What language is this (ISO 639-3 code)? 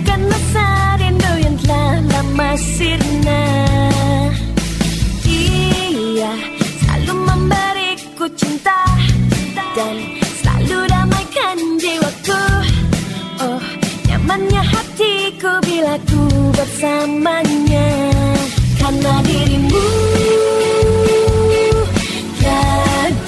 ind